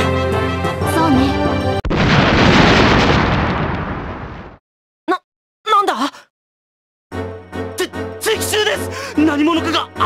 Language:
Japanese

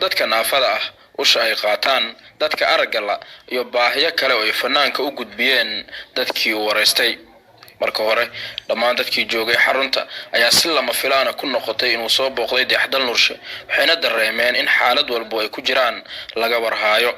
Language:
Somali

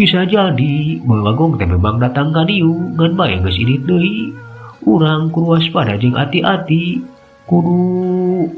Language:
Sundanese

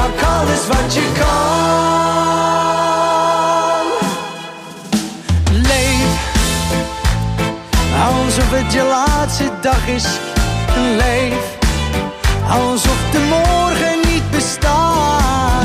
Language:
Dutch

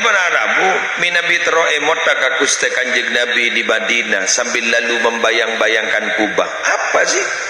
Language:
Madurese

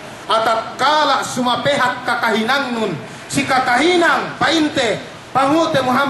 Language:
Yakan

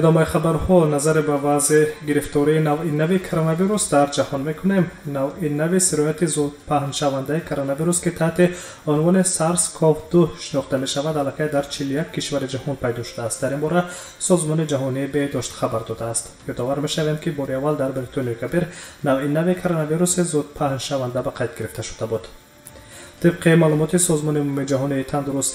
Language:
Tajik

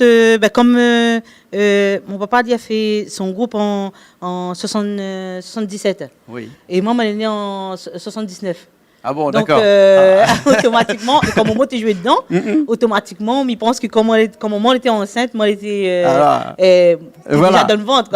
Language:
Réunion Creole French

